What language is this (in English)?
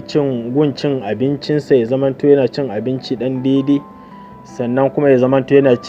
Hausa